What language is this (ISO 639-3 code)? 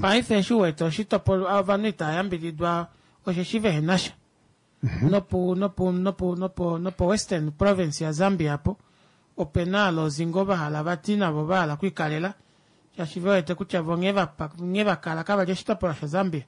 kua